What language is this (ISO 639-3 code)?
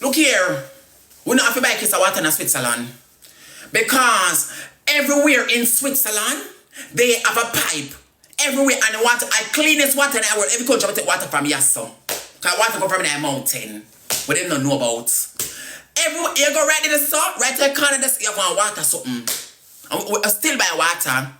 jam